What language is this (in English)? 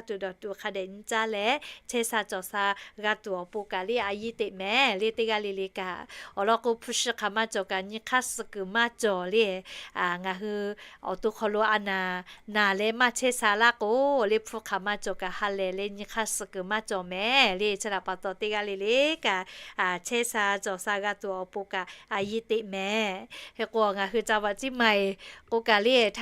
Lahu